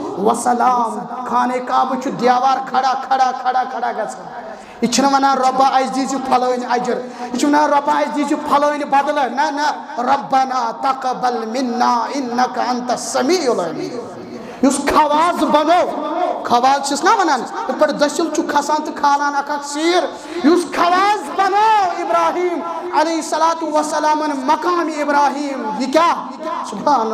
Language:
Kashmiri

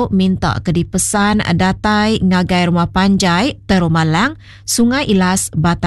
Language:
Iban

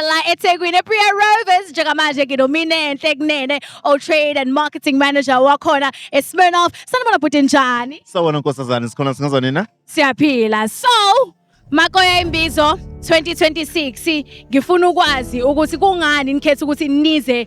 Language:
Zulu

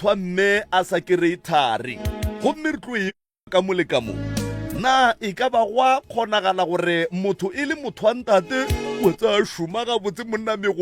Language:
Northern Sotho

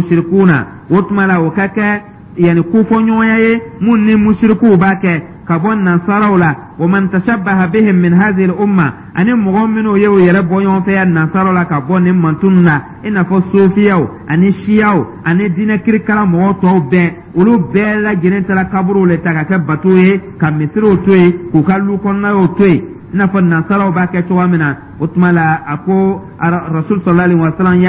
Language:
Dyula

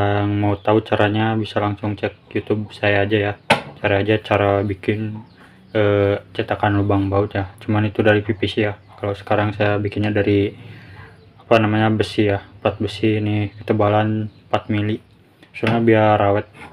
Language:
Indonesian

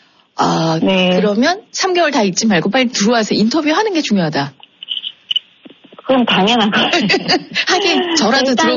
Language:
Korean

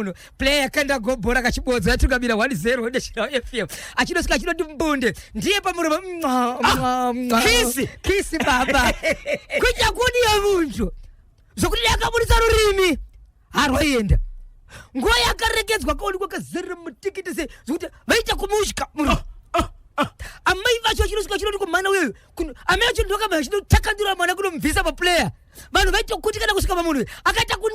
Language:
Shona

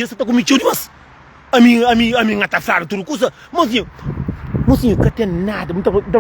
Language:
Kabuverdianu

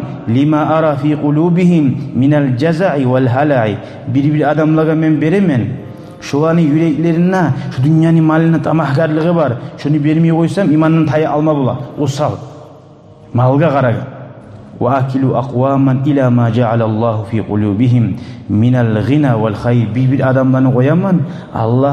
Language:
Kumyk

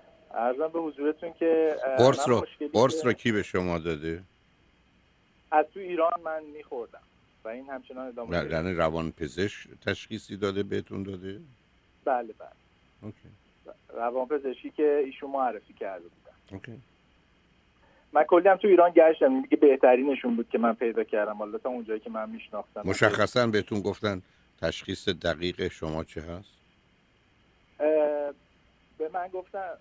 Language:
Persian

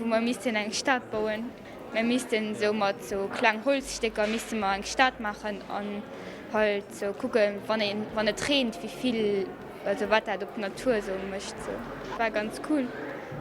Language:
Luxembourgish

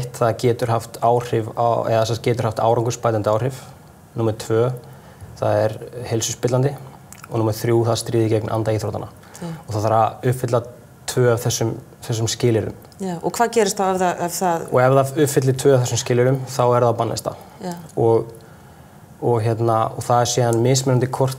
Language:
Icelandic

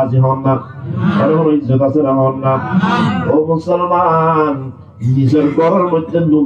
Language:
Rohingya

